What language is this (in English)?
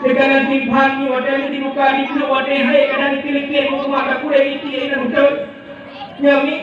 Achinese